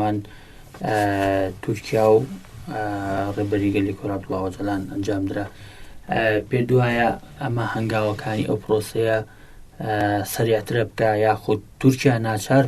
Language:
Central Kurdish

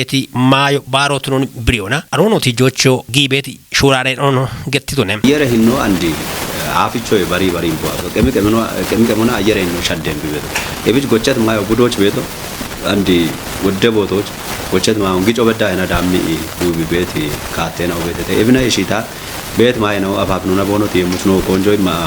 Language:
Kafa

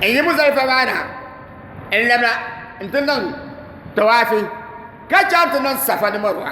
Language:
Dagbani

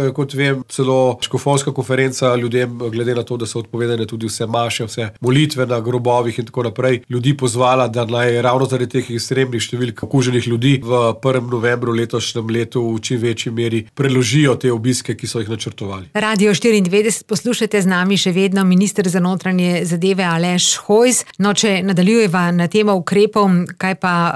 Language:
Slovenian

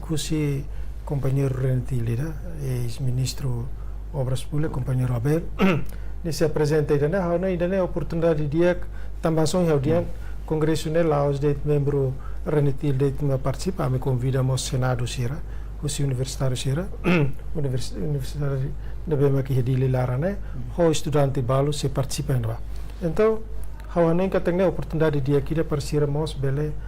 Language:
Tetum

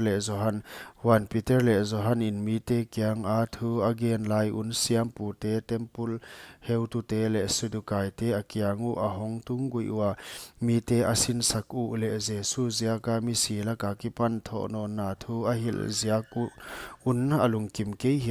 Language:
Paite Chin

